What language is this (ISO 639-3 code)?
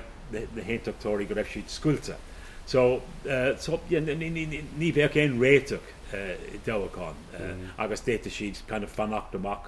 gle